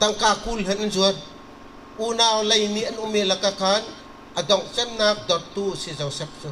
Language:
Bawm Chin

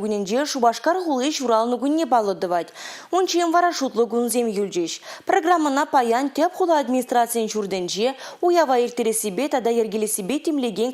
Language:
Chuvash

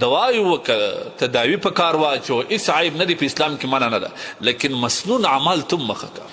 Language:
Pashto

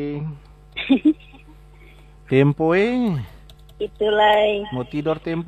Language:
Indonesian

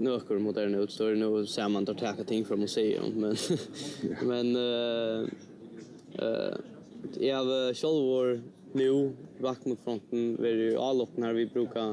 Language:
Faroese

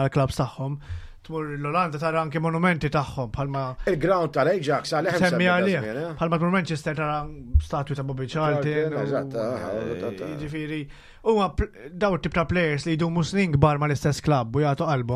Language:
Maltese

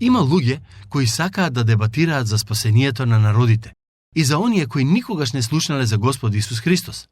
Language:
Macedonian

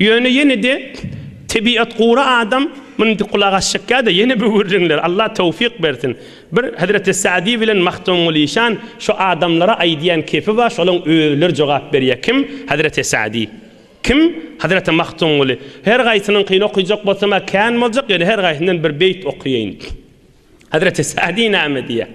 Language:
Turkmen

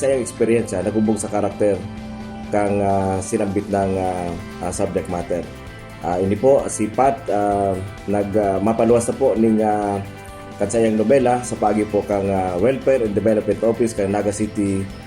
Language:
Bikol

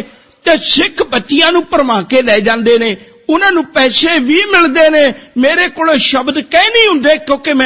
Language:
Punjabi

